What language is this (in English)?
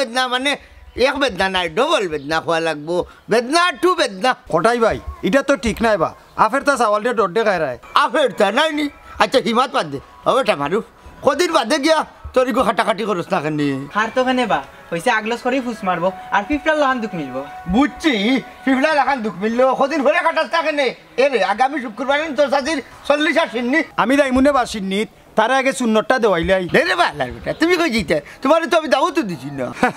Sylheti